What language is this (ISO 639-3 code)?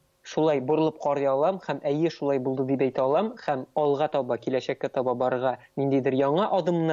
tat